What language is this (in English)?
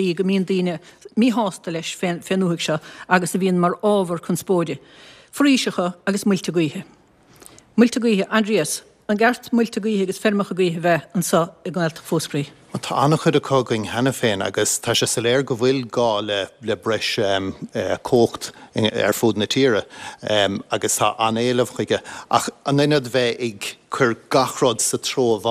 Irish